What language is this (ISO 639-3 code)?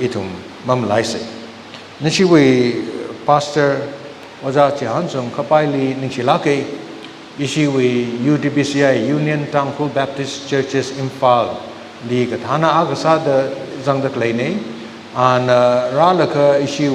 nmf